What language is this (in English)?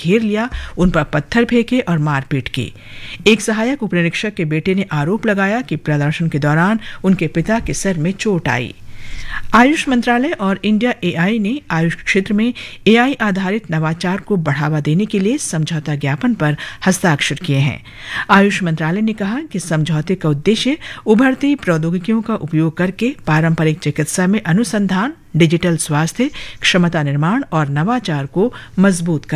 Hindi